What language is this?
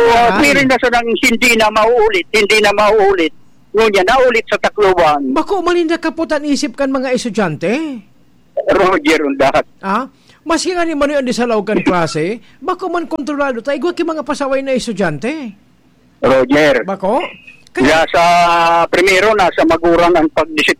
Bikol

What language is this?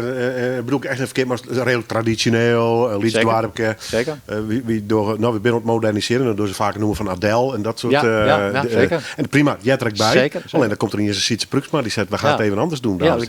Western Frisian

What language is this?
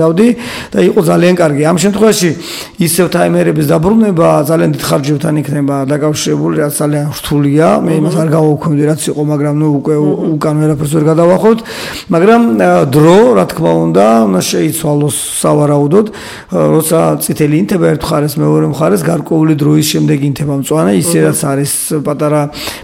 Georgian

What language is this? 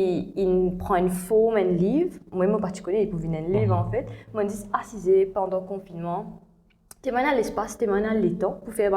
Morisyen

